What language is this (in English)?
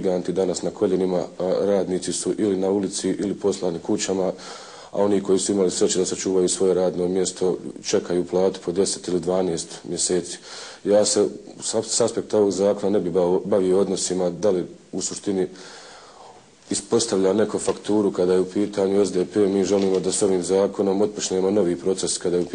Bosnian